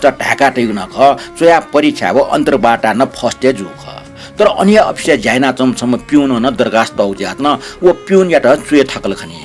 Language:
Newari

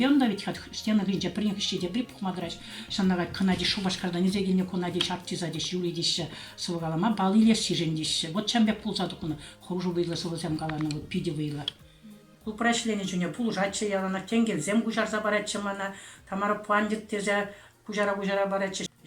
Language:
Chuvash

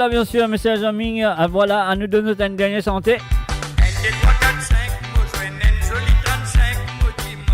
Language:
Morisyen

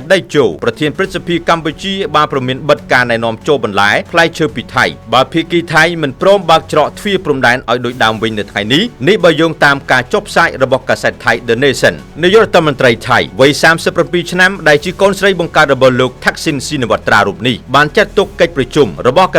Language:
Khmer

